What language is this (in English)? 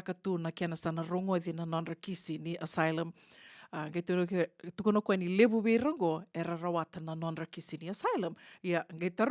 Fijian